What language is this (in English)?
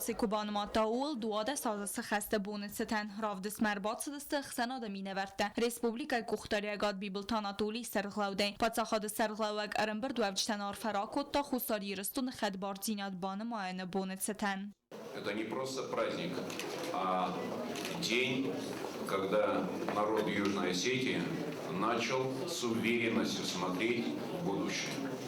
Ossetic